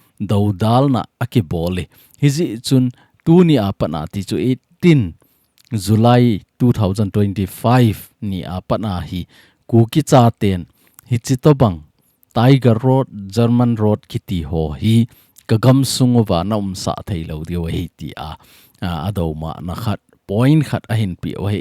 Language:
Thado Chin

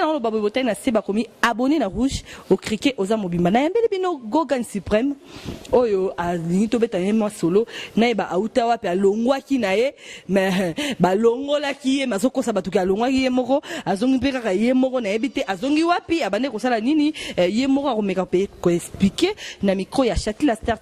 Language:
Lingala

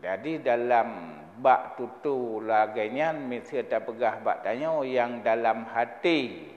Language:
Achinese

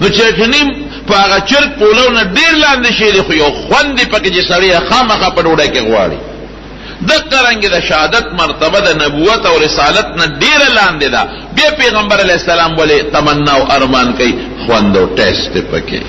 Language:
Pashto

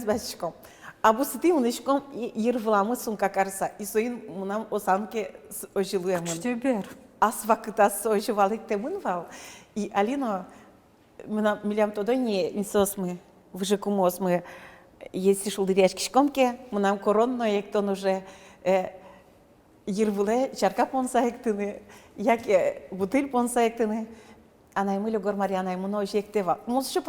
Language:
Udmurt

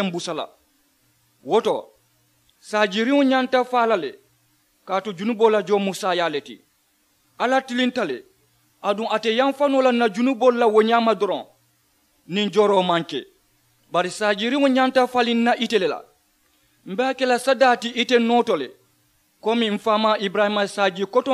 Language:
Mandingo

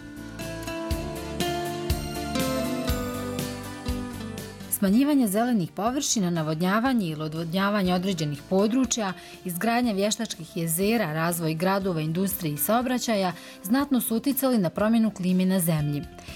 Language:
Bosnian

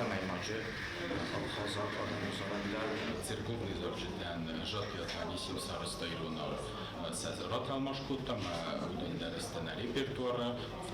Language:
Ossetic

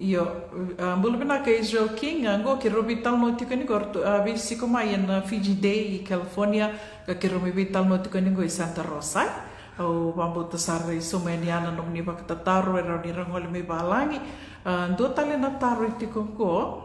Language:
Fijian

